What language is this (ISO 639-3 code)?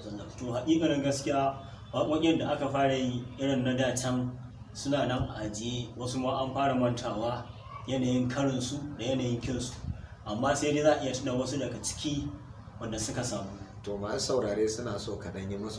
hau